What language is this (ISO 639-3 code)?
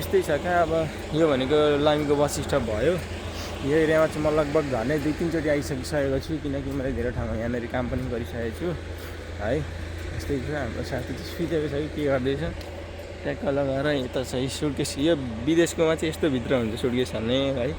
nep